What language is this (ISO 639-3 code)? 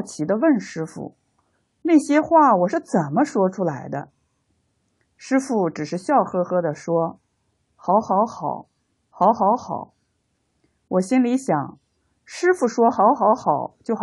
zho